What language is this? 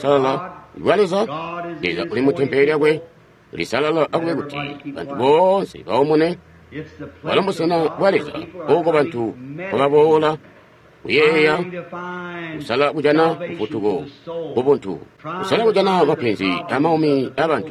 Tonga (Zambia)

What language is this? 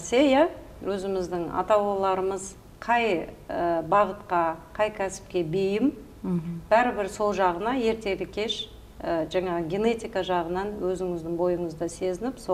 Kazakh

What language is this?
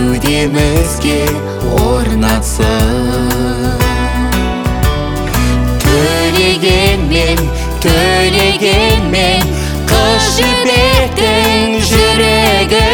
Kazakh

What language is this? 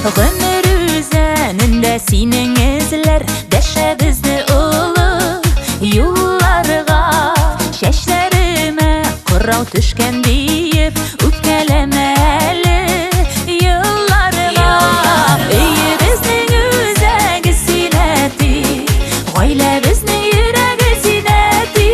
Tatar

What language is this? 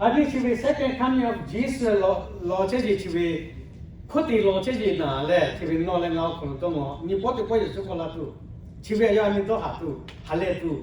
Lahu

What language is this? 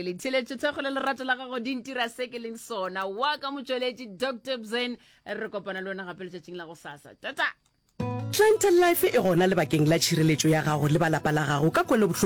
Northern Sotho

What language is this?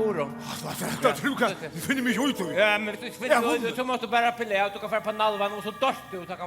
Faroese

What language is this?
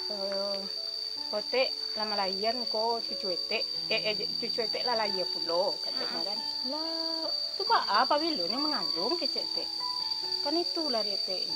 Minangkabau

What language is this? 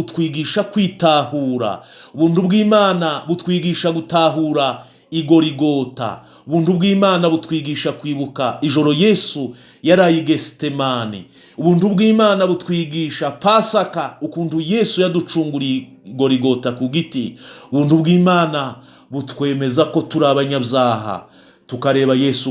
Kinyarwanda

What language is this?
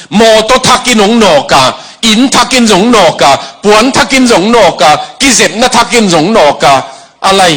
Tedim Chin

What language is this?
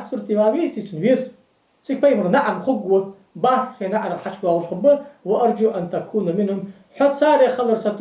Ingush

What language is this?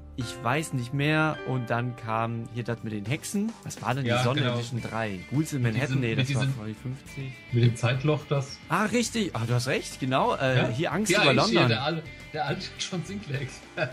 German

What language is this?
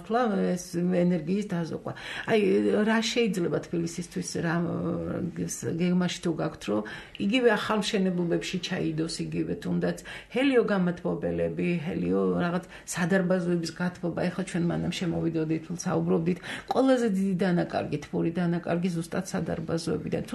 Georgian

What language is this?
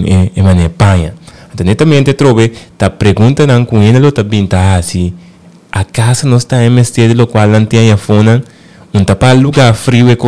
Papiamento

